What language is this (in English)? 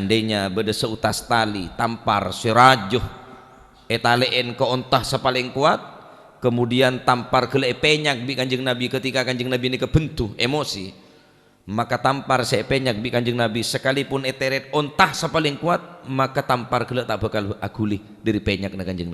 Madurese